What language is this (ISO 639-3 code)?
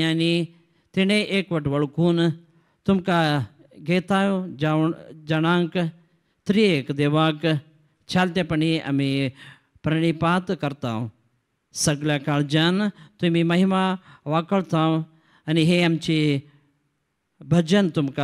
kok